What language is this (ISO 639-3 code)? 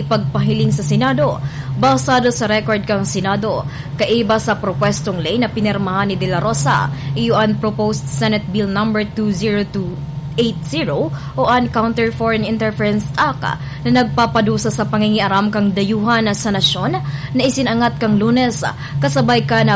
bik